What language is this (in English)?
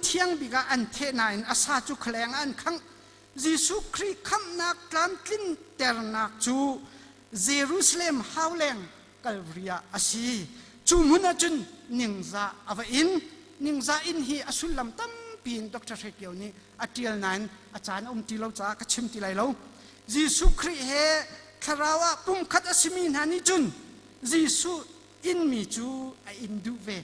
Hakha Chin